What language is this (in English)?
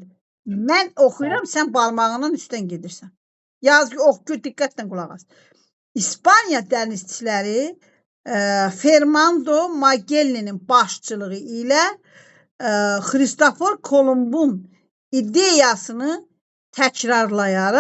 Azerbaijani